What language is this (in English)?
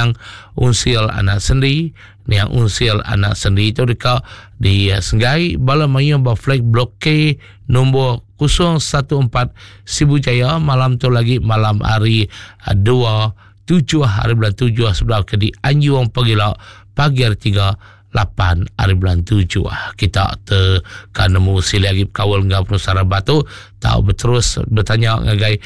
Iban